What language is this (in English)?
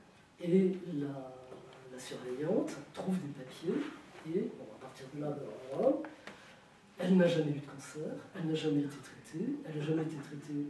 French